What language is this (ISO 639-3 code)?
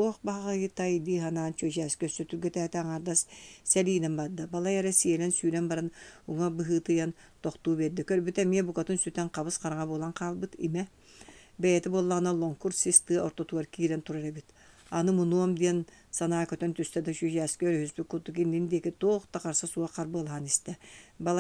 sah